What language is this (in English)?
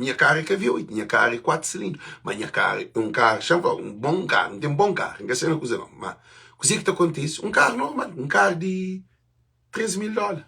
Kabuverdianu